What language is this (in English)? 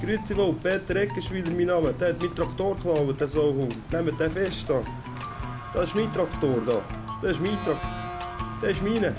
Swiss German